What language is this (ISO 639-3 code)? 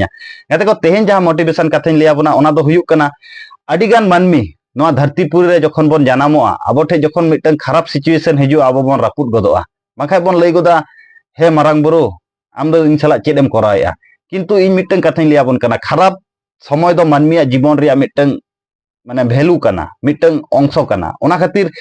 sat